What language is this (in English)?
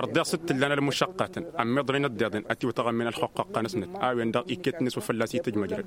Tamasheq